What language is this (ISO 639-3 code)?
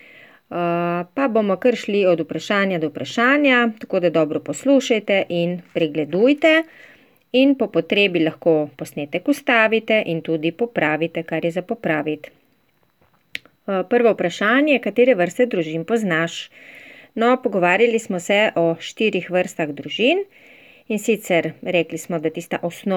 slv